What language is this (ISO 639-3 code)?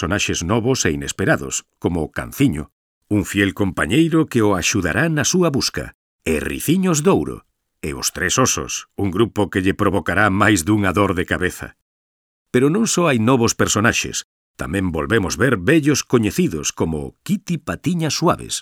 glg